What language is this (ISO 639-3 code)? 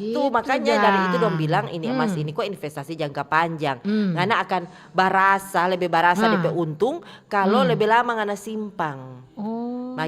xmm